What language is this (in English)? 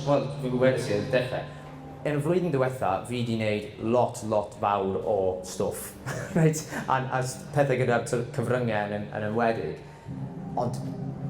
Welsh